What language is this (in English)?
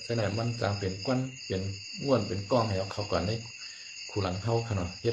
Shan